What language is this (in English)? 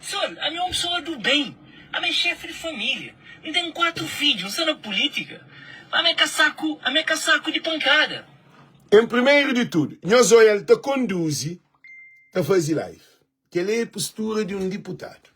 Kabuverdianu